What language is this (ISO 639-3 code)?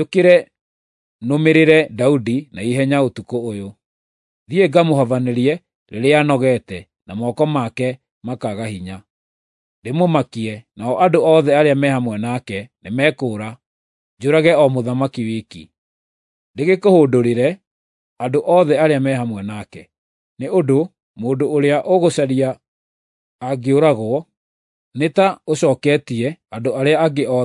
kik